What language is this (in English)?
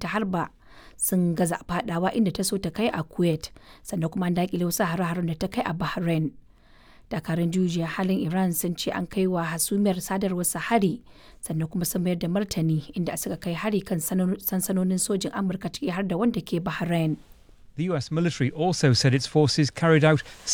Hausa